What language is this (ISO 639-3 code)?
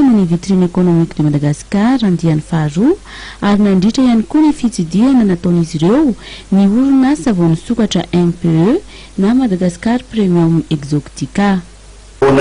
mlg